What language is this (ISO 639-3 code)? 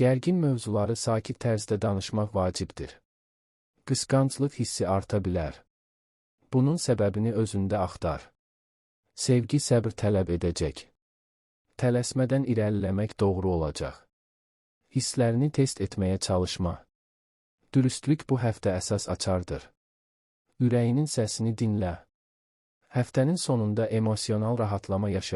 aze